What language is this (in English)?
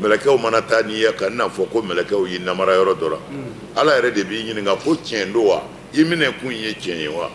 Bambara